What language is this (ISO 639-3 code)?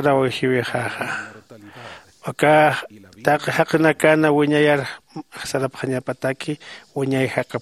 aym